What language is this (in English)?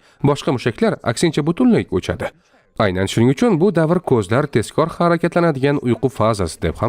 Uzbek